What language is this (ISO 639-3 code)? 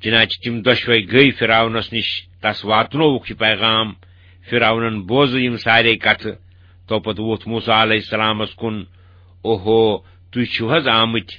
kas